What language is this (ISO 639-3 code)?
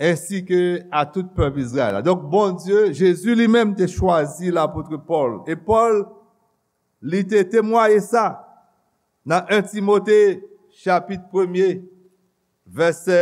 hat